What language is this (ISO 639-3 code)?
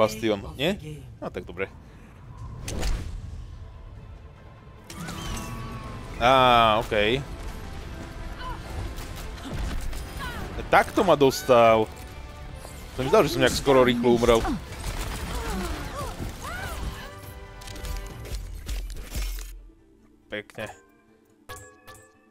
slk